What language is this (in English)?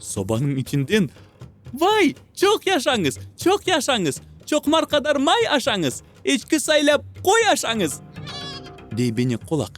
Crimean Tatar